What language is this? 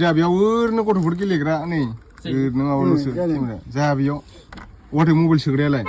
Bodo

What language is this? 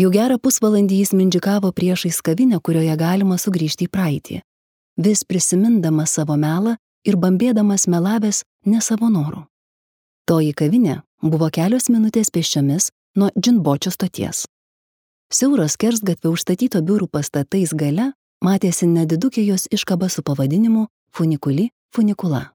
Lithuanian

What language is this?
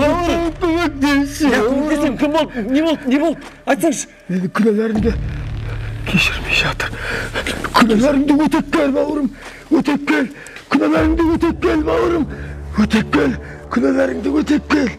Kazakh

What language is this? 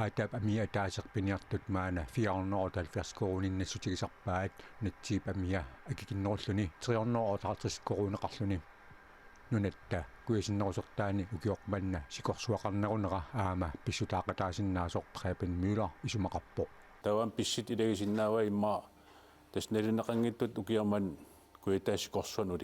Kalaallisut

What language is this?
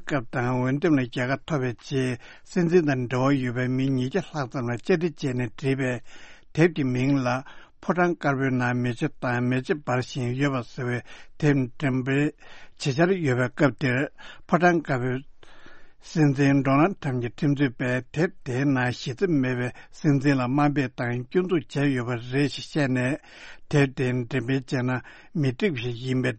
Tibetan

